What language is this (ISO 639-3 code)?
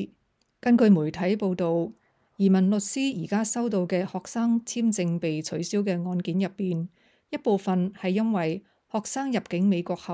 yue